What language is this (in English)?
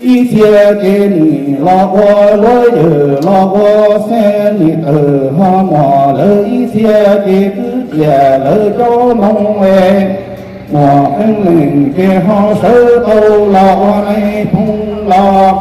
Hmong